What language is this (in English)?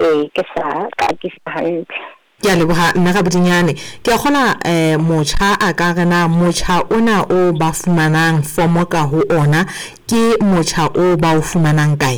Southern Sotho